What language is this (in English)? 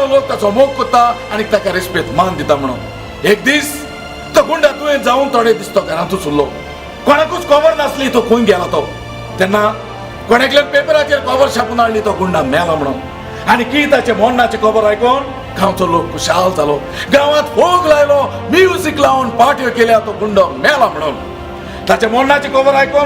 Konkani